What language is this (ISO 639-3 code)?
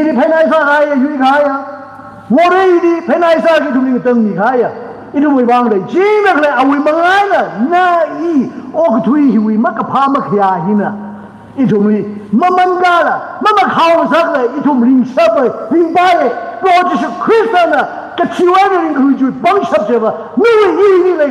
nmf